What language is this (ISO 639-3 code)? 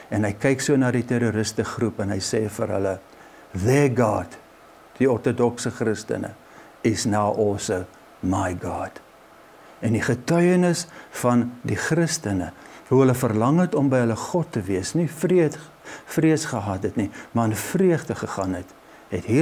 afr